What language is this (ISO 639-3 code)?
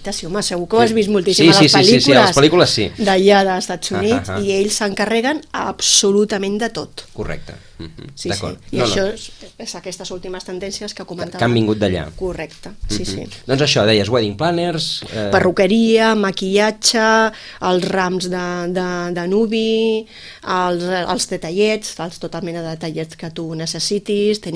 cat